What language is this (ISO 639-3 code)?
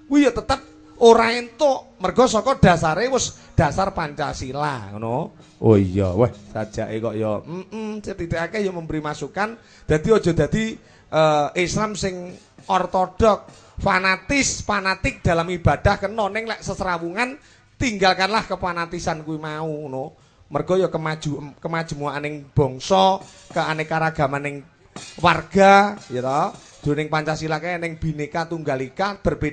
jav